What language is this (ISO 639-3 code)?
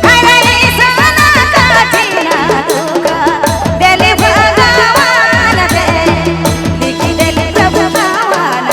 sck